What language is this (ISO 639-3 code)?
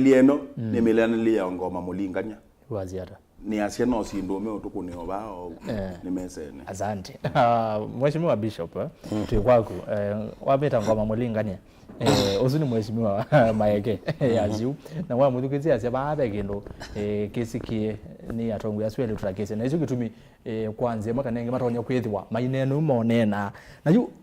kam